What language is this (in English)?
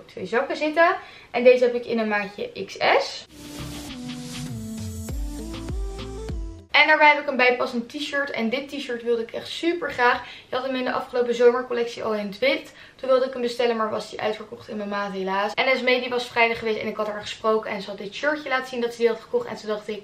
Dutch